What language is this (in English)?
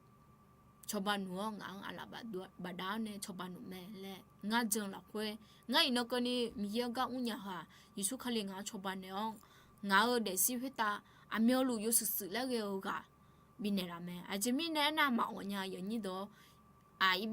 Akha